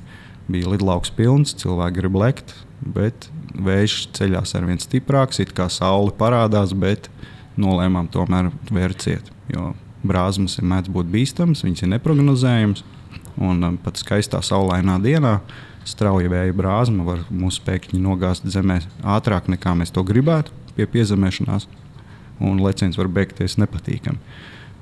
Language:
Latvian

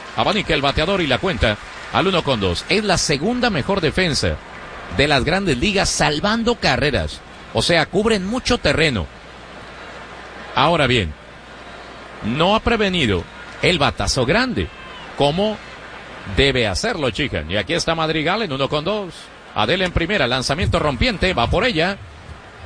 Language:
Spanish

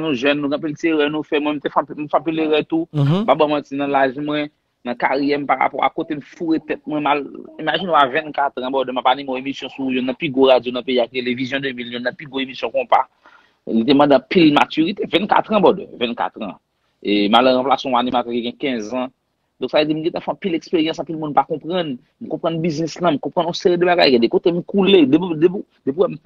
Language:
Haitian Creole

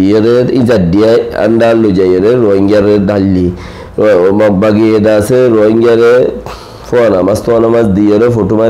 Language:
Rohingya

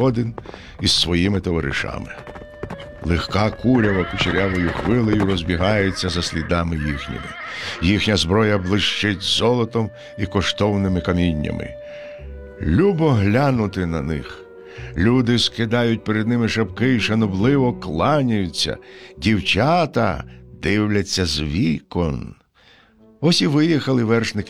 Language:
Ukrainian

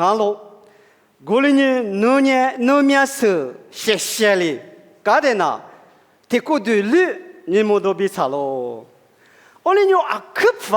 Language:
Lisu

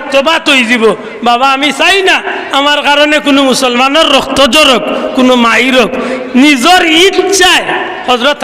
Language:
Sylheti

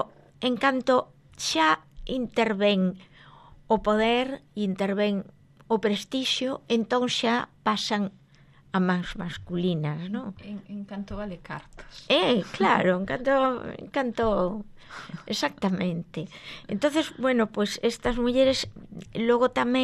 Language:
Galician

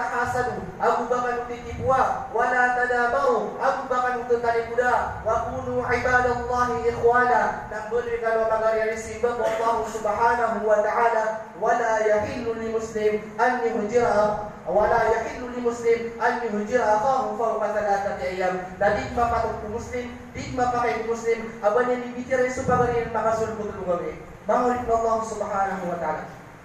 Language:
Maranao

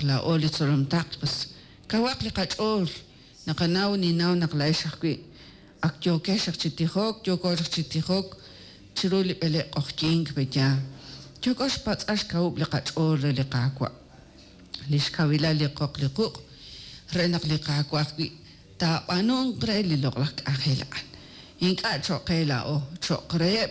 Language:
Kekchí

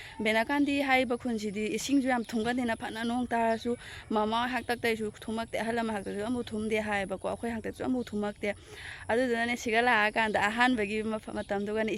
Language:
Manipuri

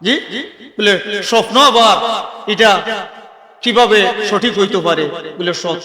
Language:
Sylheti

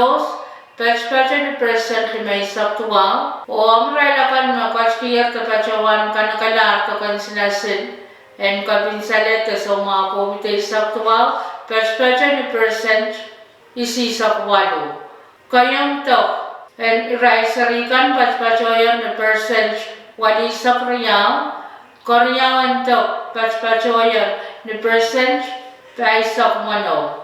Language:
Pohnpeian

